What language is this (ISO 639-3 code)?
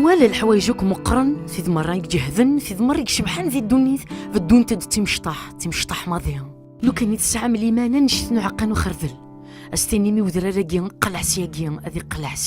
kab